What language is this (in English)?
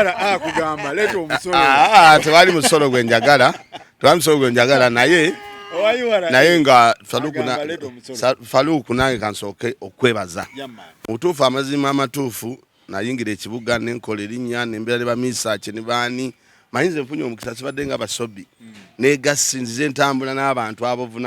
Ganda